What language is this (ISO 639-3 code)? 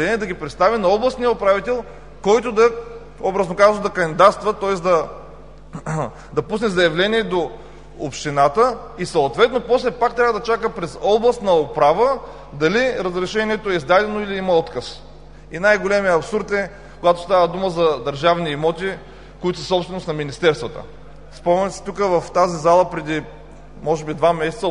bul